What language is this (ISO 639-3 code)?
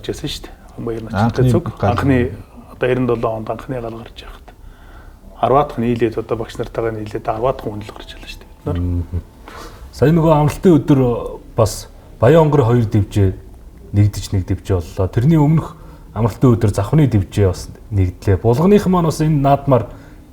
mon